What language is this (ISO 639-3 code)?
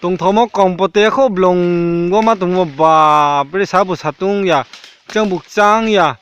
ria